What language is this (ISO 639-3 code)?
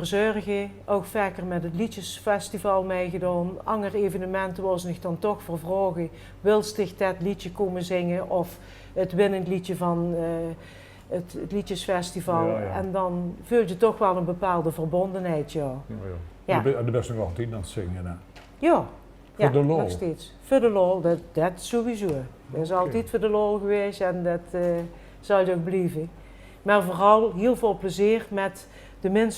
lim